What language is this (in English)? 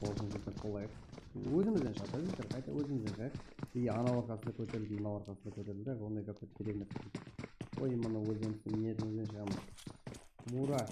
Kara-Kalpak